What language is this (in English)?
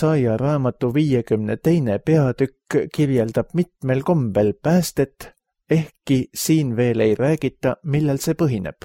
Estonian